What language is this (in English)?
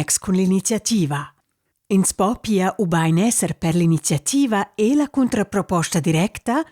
Romansh